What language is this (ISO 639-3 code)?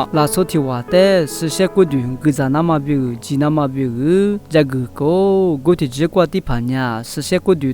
lis